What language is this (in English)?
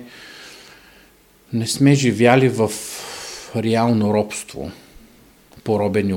Bulgarian